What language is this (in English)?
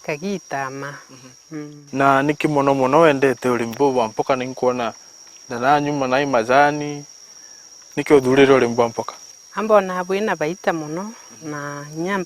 Meru